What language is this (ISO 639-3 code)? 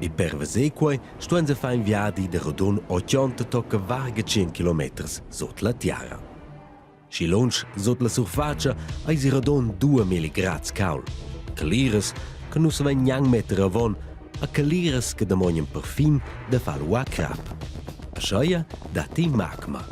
roh